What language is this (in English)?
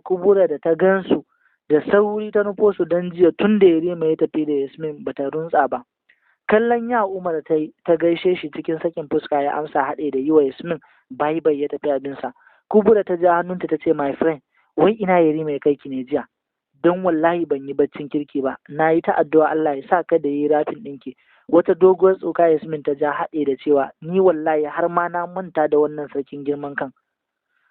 Hausa